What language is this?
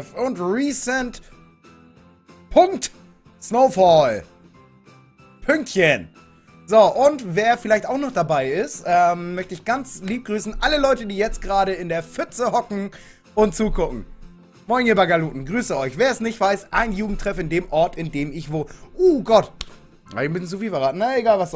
German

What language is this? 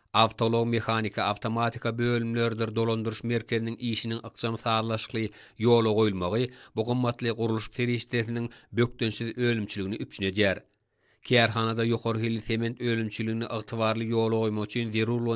Turkmen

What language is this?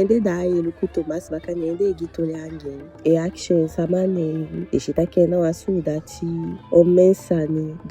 Eastern Maroon Creole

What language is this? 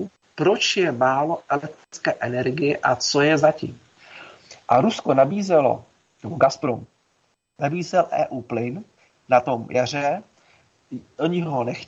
Czech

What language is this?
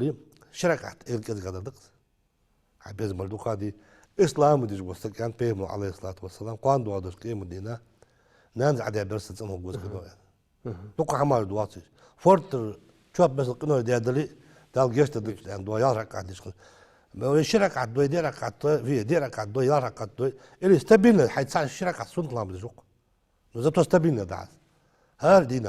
Ingush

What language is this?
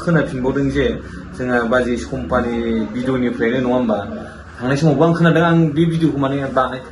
Bodo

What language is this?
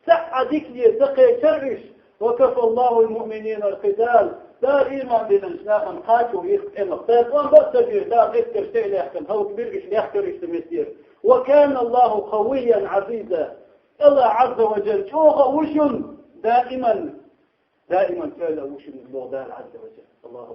Chechen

